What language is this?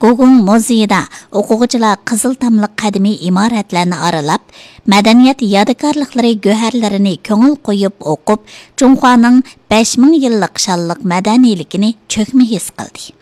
Uyghur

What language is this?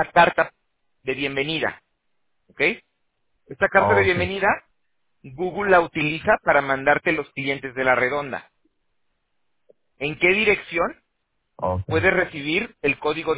Spanish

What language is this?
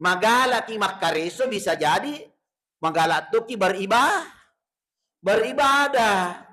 Buginese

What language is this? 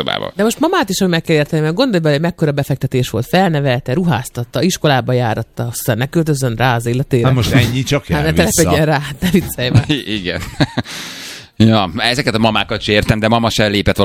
Hungarian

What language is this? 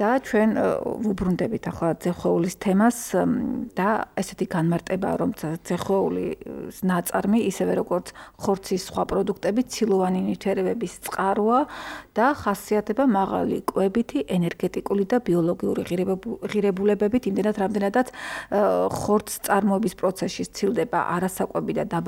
Georgian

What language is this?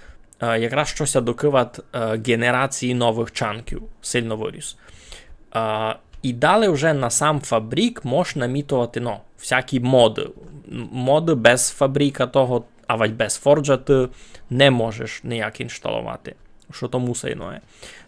Rusyn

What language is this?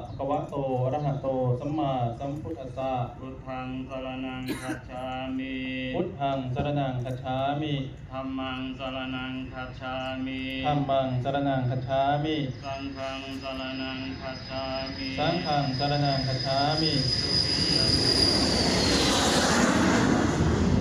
Pali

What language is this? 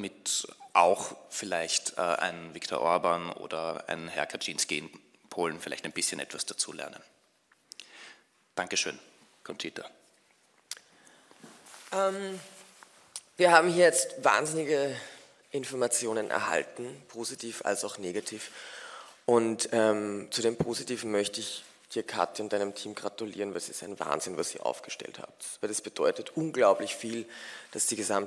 German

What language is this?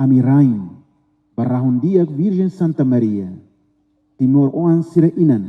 Tetum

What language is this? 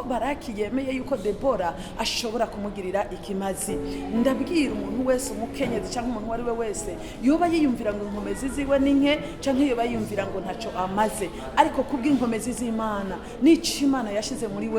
Rundi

